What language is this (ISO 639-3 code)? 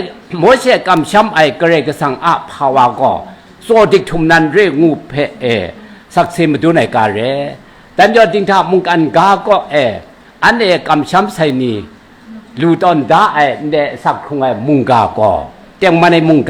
kac